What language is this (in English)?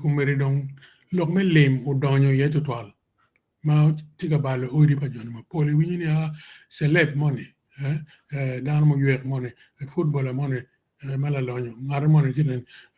Acoli